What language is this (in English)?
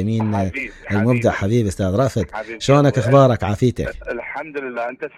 Mesopotamian Arabic